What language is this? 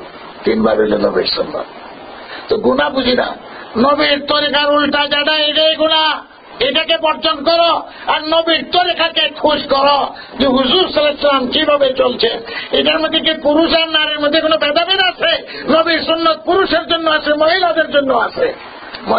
Sylheti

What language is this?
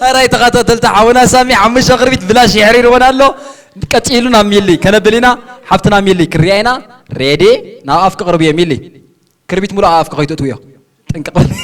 Tigrinya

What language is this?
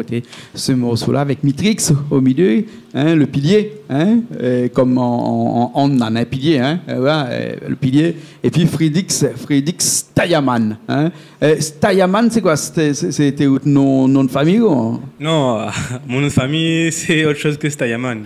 Réunion Creole French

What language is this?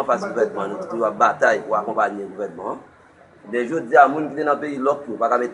Haitian Creole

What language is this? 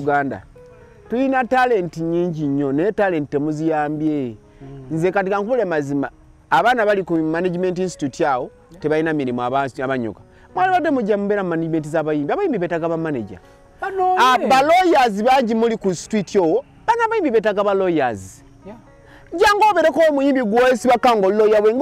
Ganda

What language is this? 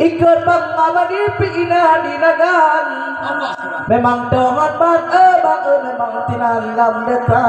Achinese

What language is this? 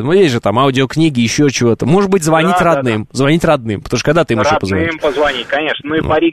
Russian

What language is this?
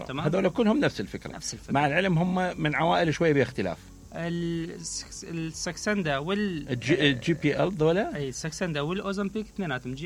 Mesopotamian Arabic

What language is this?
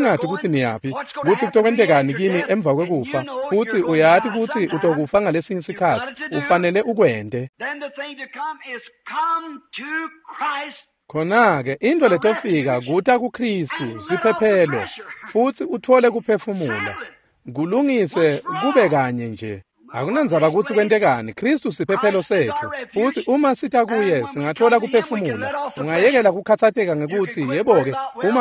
Swati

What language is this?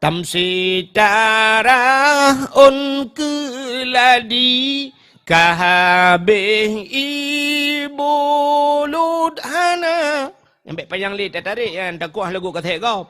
Achinese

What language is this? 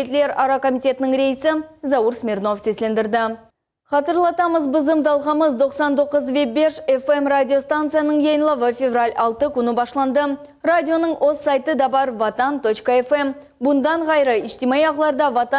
Crimean Tatar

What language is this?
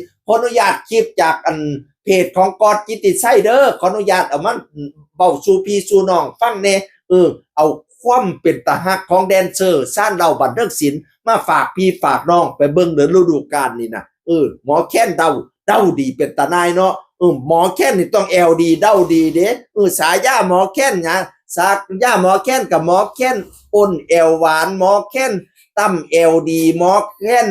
Northeastern Thai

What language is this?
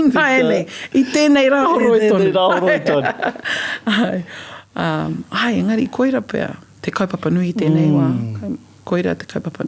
Māori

